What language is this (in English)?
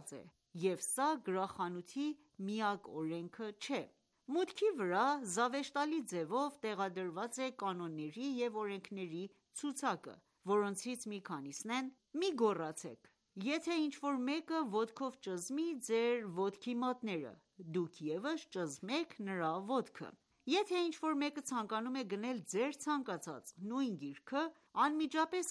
Armenian